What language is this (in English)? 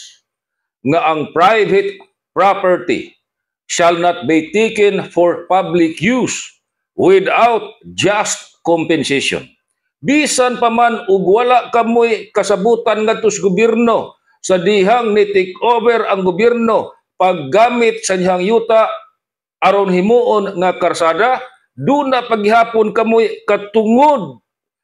Cebuano